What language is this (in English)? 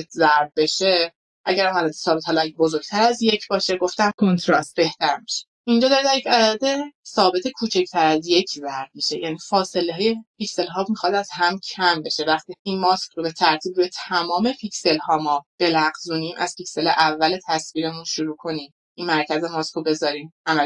Persian